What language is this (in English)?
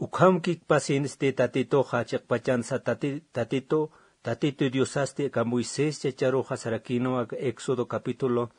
Aymara